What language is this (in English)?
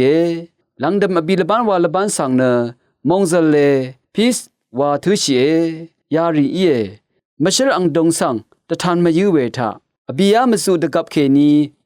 Rawang